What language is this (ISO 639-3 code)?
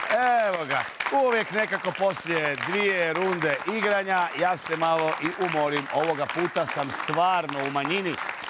hrv